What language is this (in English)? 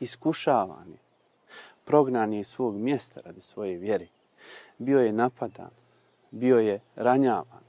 Bosnian